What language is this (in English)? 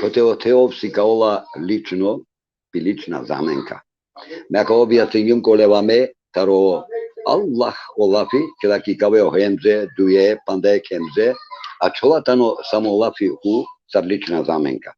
Balkan Romani